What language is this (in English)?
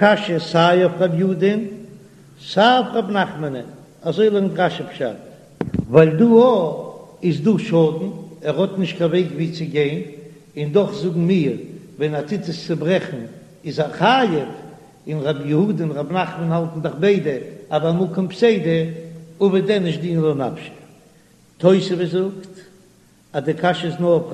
Yiddish